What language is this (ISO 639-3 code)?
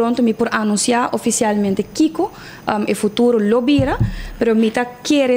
pap